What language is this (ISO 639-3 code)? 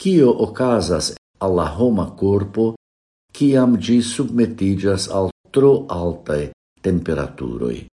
epo